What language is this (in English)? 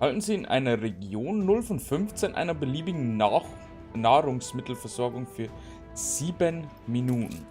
Bavarian